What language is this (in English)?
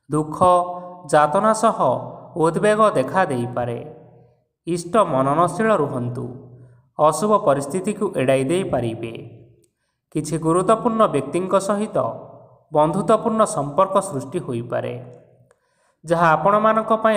Odia